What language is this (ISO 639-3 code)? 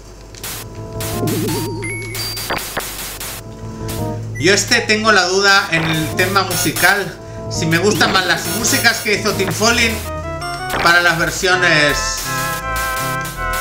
spa